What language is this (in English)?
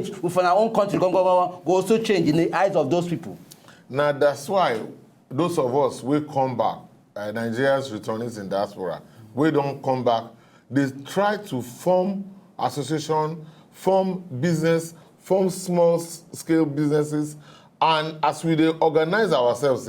Nigerian Pidgin